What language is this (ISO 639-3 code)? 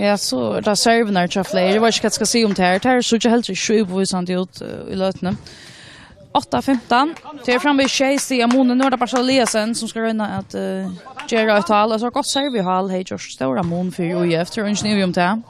fao